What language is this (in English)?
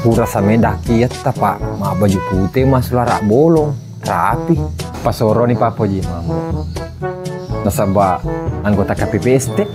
Buginese